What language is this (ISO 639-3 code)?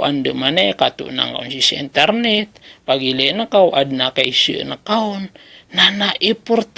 mrw